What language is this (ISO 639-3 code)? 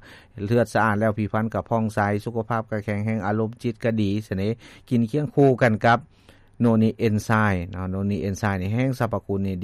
lao